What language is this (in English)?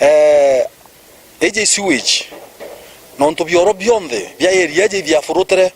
Meru